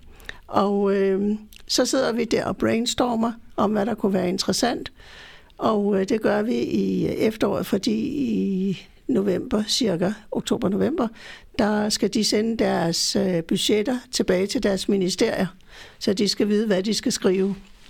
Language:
Danish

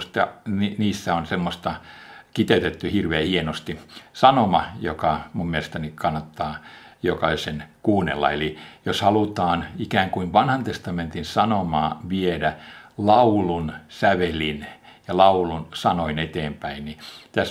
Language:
Finnish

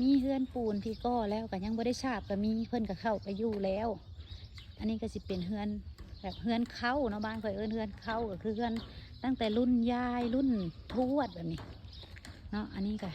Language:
Lao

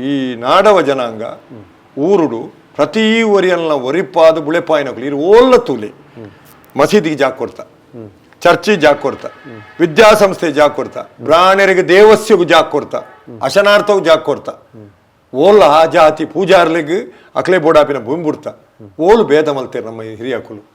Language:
Tulu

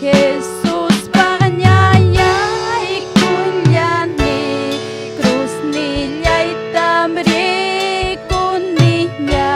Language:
Ayacucho Quechua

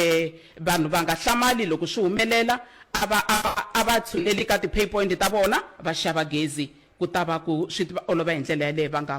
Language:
Tsonga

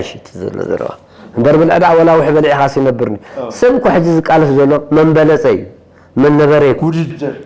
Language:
Tigrinya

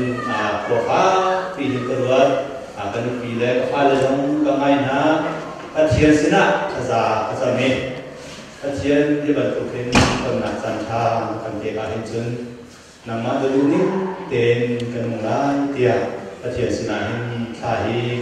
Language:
Hakha Chin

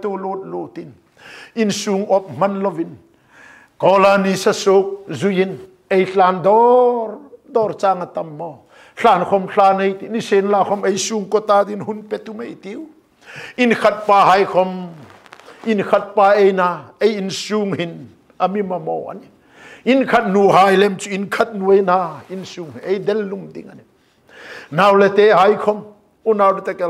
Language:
Hmar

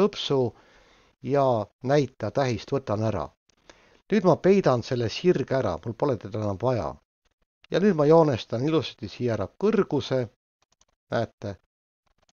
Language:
Estonian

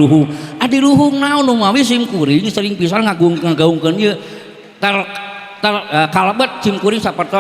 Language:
Sundanese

